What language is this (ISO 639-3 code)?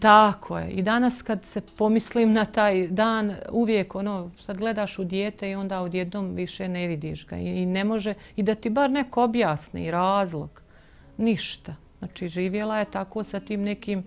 bos